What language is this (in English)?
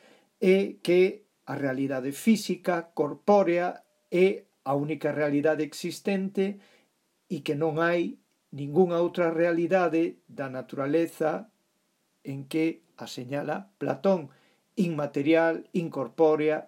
Galician